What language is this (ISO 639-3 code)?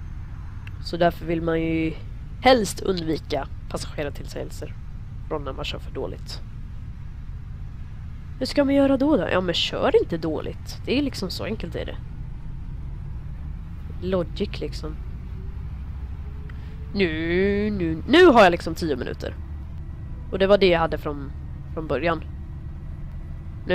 swe